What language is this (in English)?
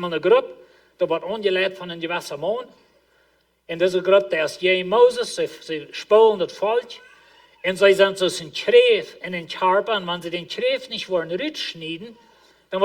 Plautdietsch